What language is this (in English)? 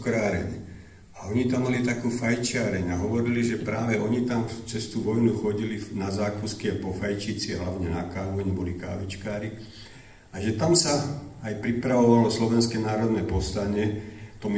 Slovak